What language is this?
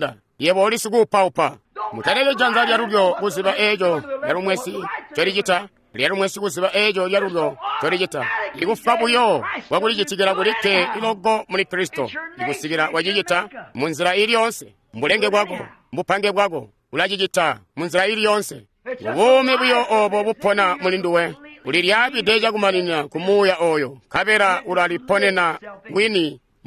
Tonga (Zambia)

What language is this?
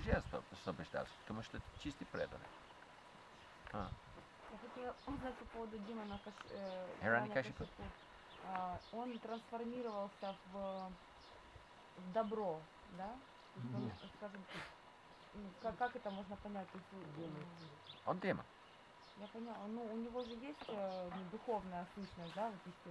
Russian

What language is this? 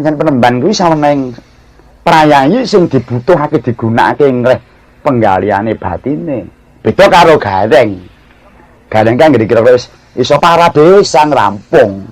Javanese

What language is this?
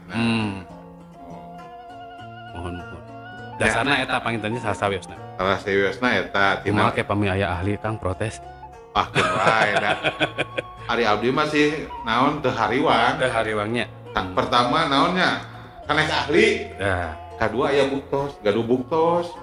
Sundanese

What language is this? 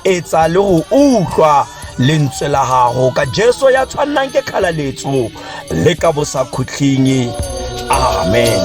Tswana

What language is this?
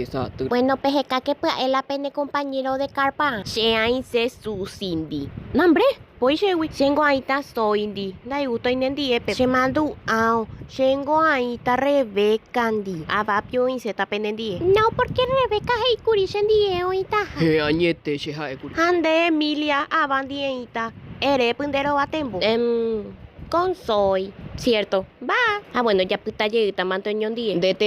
Guarani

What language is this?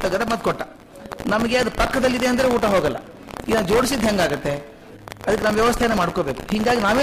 Kannada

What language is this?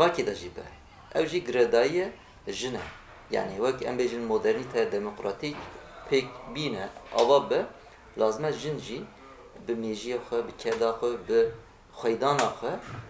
Kurdish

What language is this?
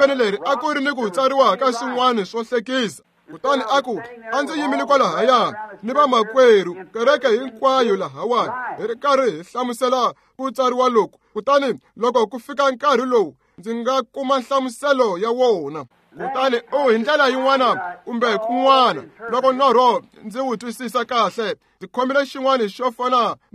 Tsonga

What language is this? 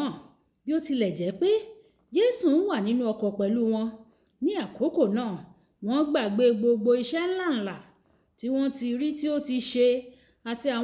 Yoruba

